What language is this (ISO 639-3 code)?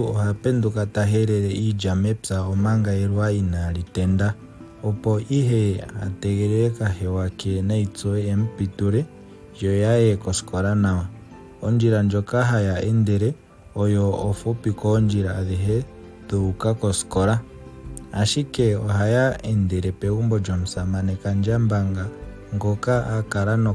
ndo